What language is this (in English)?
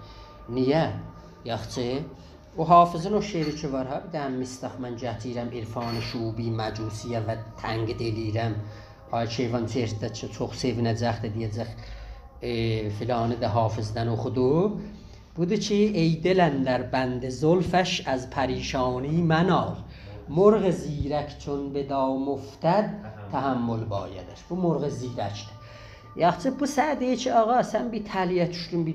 South Azerbaijani